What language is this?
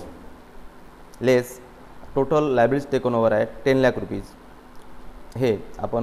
Marathi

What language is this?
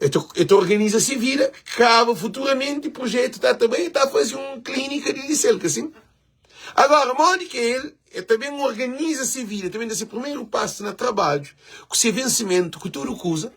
Kabuverdianu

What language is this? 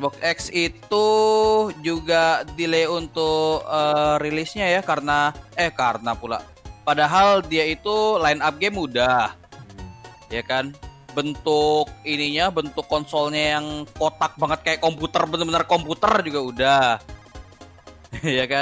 Indonesian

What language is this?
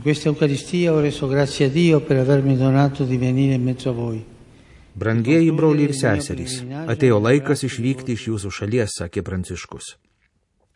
Lithuanian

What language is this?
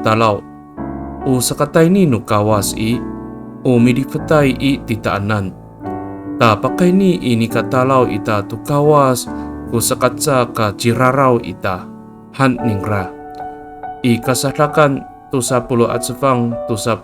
Amis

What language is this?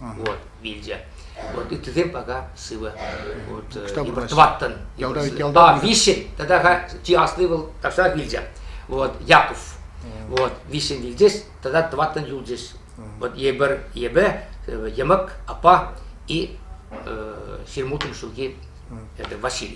Chuvash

